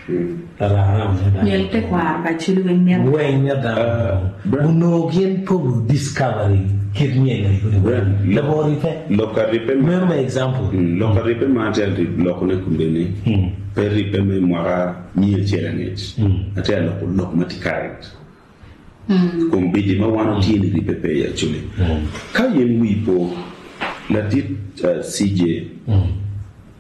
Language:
Acoli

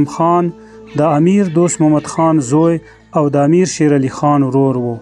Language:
Pashto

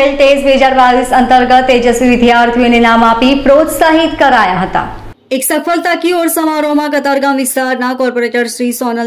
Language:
Gujarati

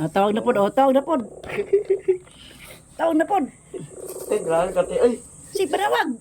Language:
Cebuano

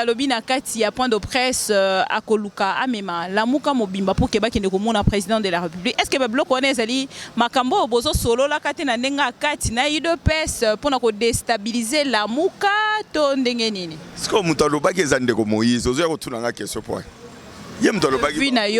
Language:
Lingala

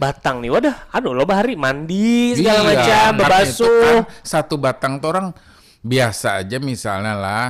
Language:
Banjar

